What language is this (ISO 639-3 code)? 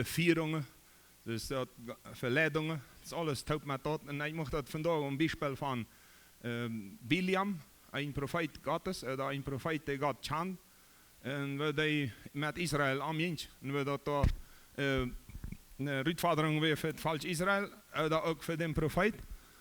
pdt